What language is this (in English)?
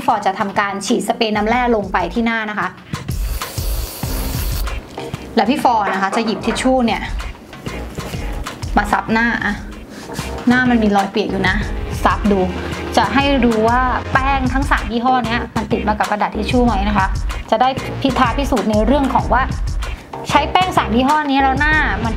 Thai